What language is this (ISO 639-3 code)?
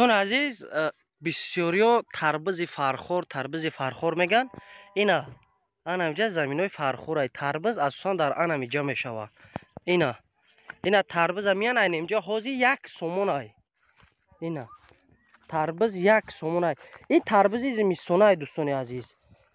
tgk